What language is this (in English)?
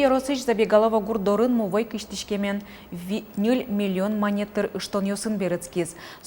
Udmurt